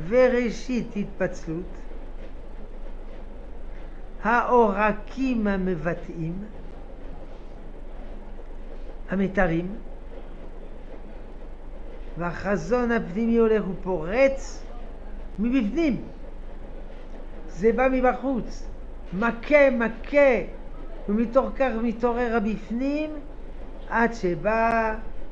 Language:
Hebrew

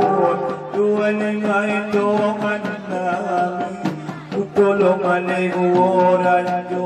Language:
Batak Angkola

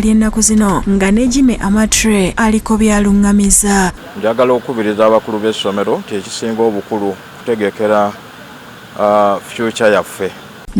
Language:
Ganda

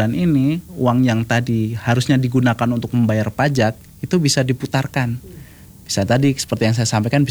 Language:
Indonesian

